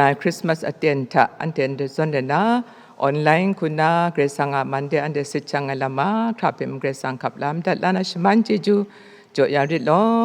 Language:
Kachin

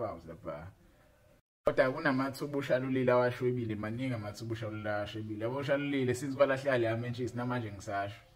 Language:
Zulu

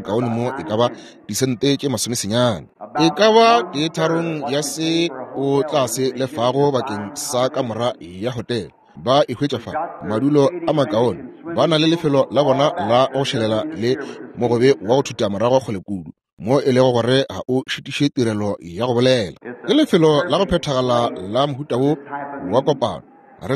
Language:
Northern Sotho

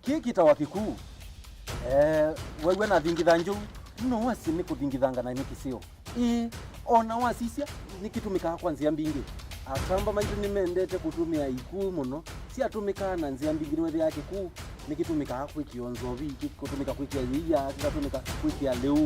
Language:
Kamba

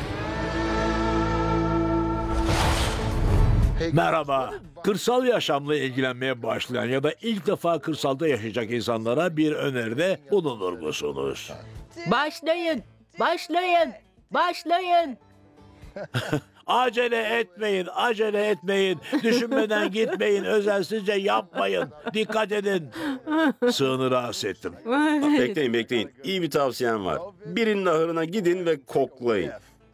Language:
Turkish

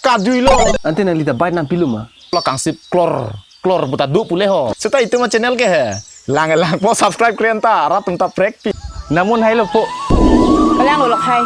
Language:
Karbi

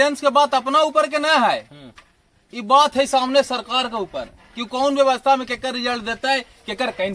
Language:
Magahi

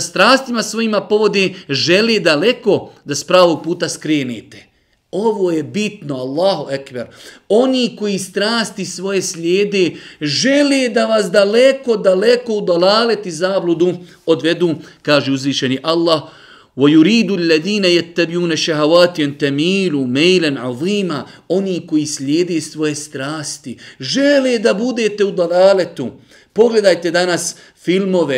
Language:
Bosnian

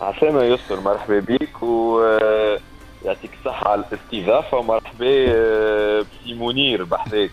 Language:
Tunisian Arabic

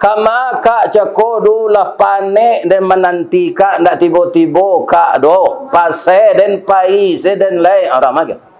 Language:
Minangkabau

